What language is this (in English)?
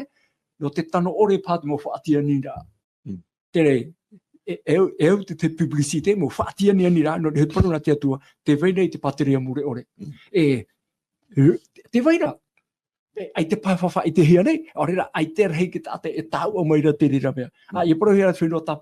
Tahitian